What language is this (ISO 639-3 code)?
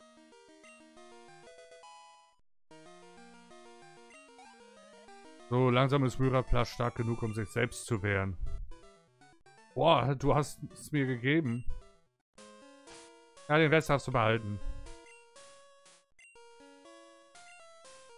deu